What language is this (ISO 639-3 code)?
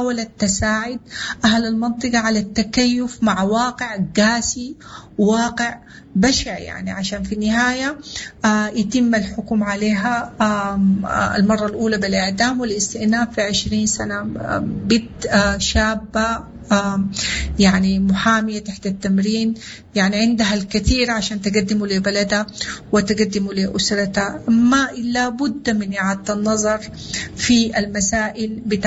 apd